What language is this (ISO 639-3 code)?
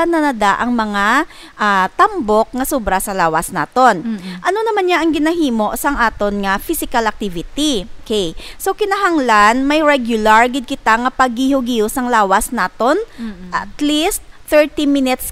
hil